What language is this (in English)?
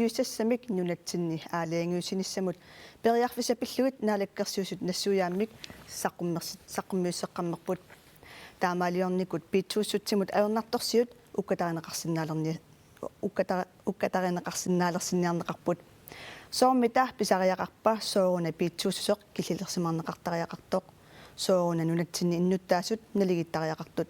Kalaallisut